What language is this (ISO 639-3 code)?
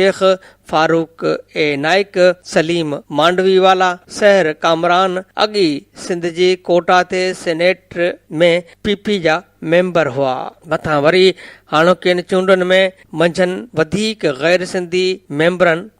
snd